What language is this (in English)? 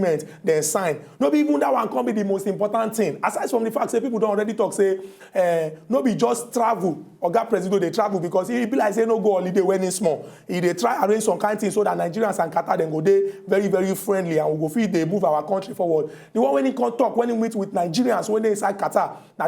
Nigerian Pidgin